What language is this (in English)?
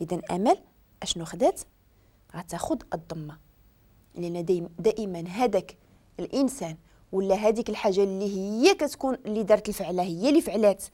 Moroccan Arabic